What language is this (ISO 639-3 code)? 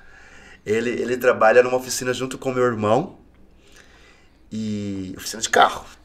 por